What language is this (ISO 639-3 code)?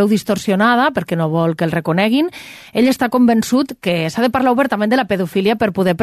cat